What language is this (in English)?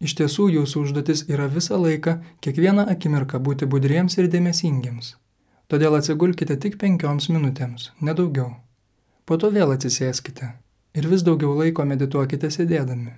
Lithuanian